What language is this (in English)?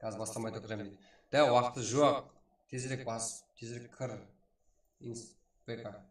Kara-Kalpak